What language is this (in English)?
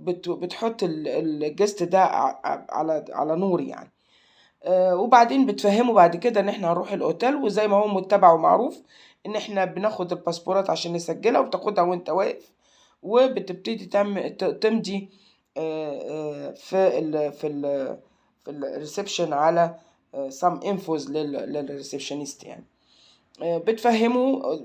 Egyptian Arabic